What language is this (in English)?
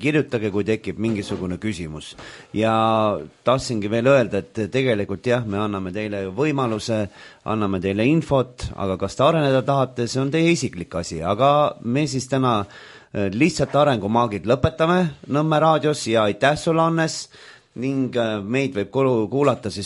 Estonian